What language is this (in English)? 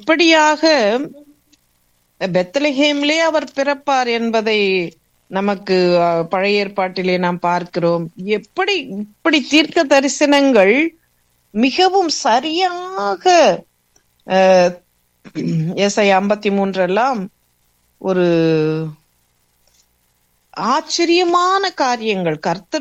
Tamil